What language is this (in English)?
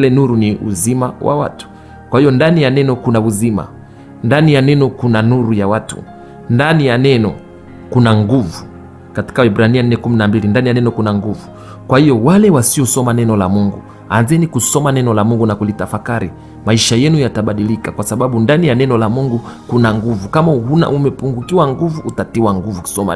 Swahili